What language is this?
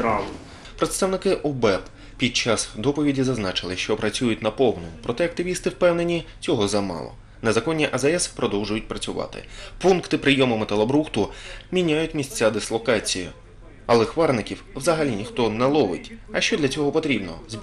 Ukrainian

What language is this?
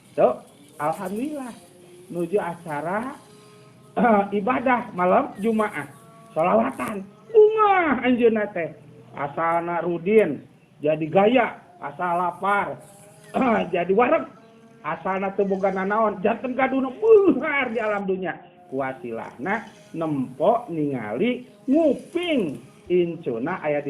Sundanese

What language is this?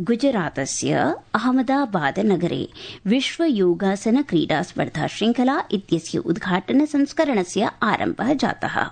Sanskrit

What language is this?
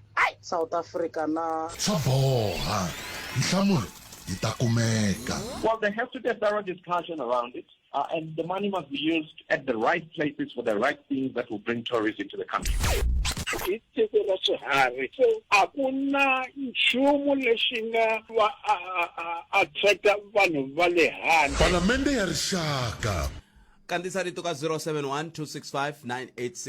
Tsonga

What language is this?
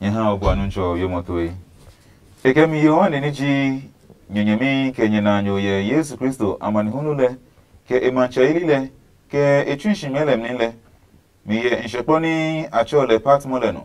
Adangme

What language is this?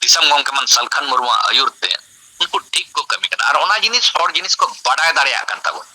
Santali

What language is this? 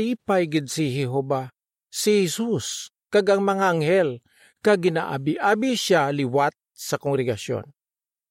Hiligaynon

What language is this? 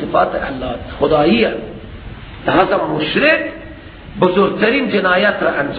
Persian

